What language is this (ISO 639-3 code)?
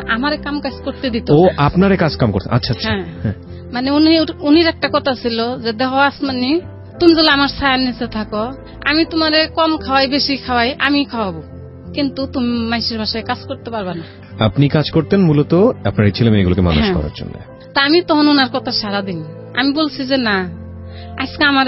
ben